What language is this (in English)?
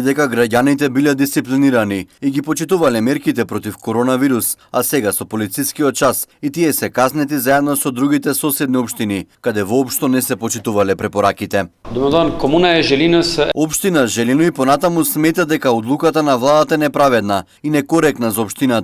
Macedonian